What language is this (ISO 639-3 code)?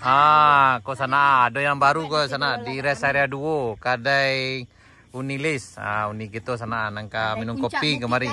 min